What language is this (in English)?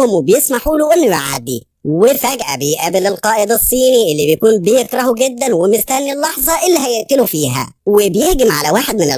Egyptian Arabic